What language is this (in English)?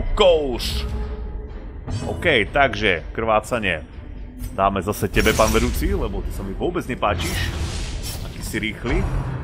Slovak